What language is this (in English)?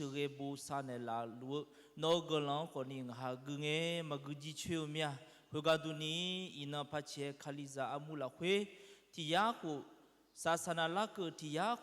Akha